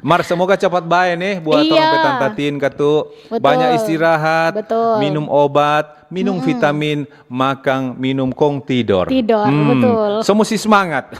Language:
Manado Malay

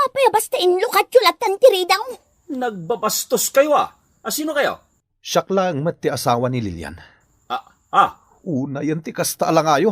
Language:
Iloko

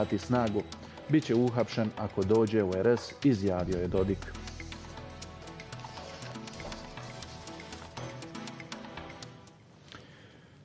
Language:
Bosnian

